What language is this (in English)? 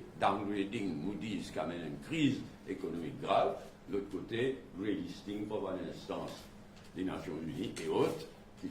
Morisyen